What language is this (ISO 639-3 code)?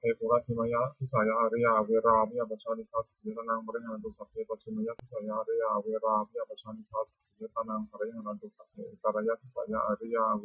pli